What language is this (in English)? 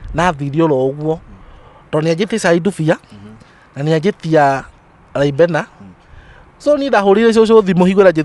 Kikuyu